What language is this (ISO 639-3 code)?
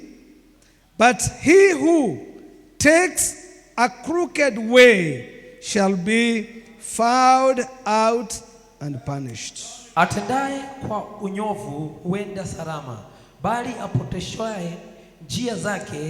swa